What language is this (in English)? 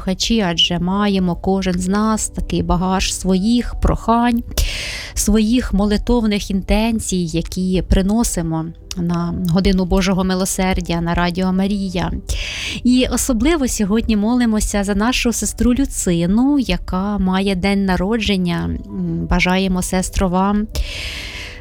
Ukrainian